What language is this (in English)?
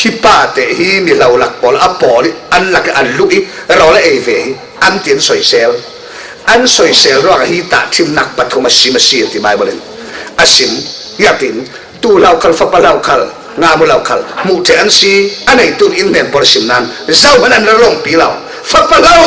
Falam Chin